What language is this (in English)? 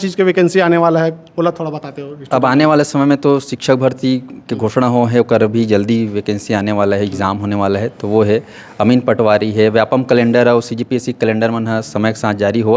Chhattisgarhi